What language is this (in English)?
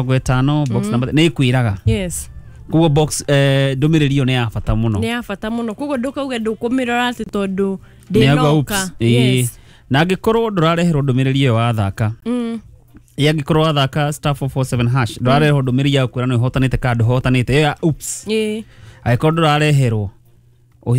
Kikuyu